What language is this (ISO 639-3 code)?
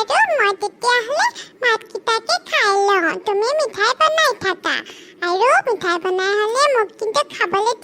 asm